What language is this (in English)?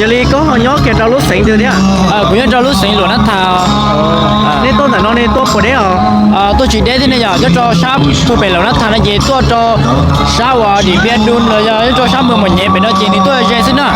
Hmong